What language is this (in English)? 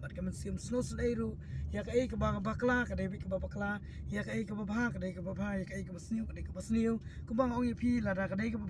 Khasi